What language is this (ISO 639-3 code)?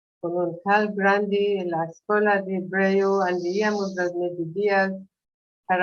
lad